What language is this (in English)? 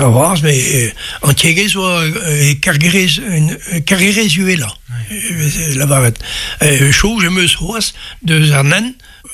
Breton